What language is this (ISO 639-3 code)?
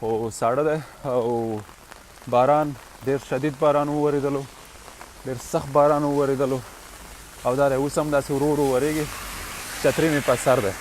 pus